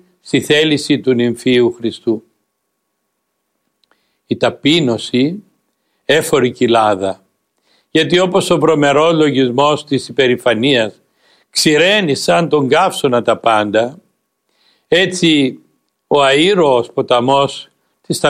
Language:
Greek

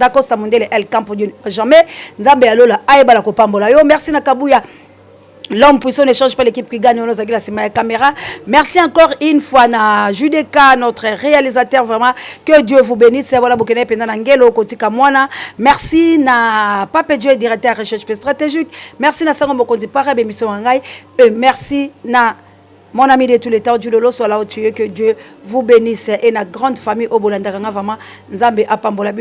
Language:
Lingala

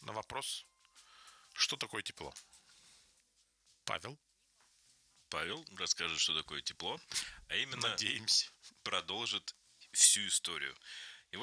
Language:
Russian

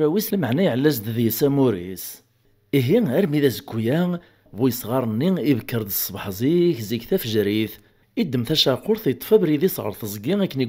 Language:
Kabyle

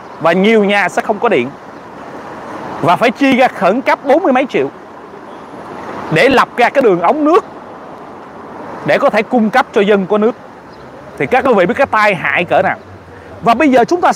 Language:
Vietnamese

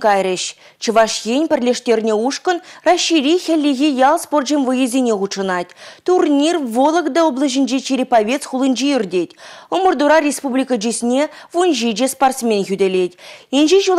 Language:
Chuvash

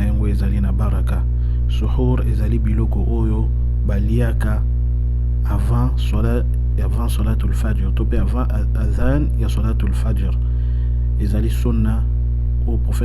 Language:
Lingala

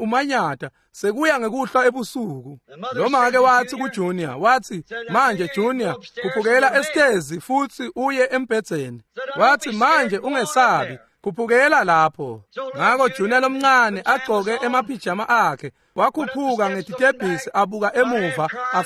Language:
Swati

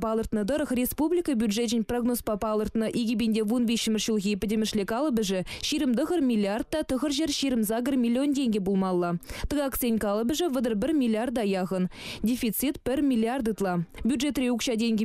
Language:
Chuvash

